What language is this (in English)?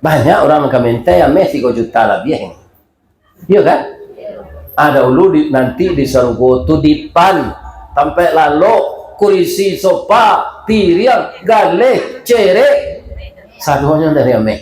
Minangkabau